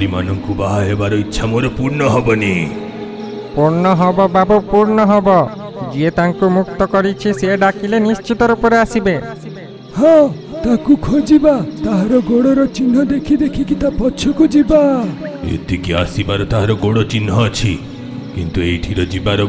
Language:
Odia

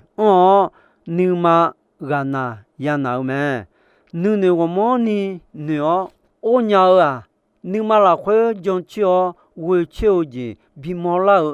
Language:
Akha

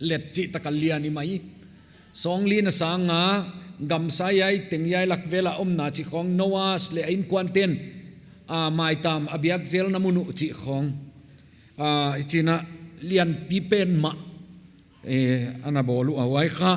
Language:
Paite Chin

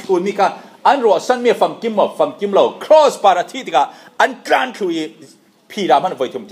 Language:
Falam Chin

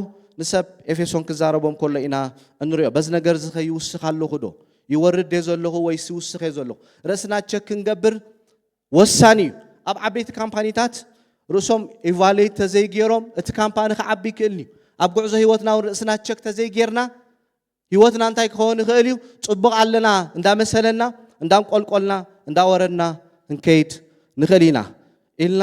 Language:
Tigrinya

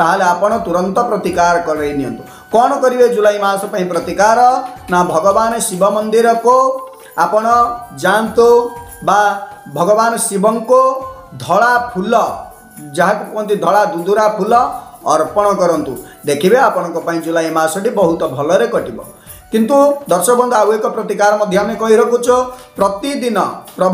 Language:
Odia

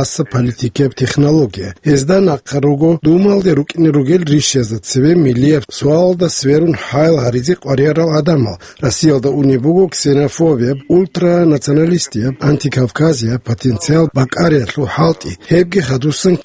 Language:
Avaric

